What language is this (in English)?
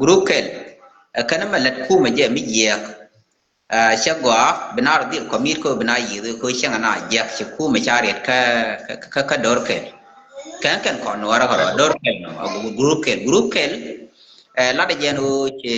Nuer